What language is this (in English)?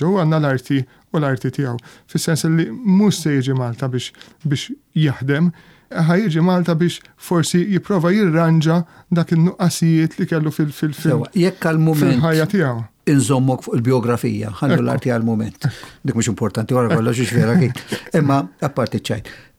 Maltese